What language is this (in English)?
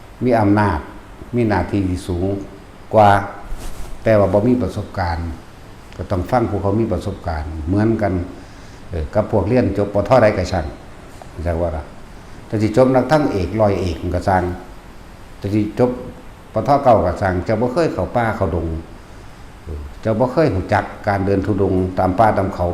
Lao